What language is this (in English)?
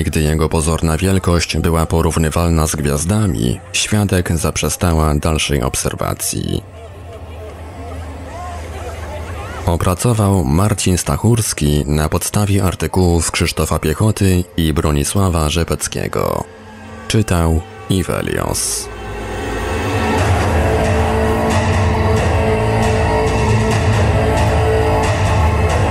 Polish